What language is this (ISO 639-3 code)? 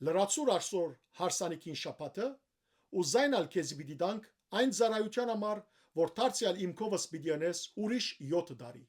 hyw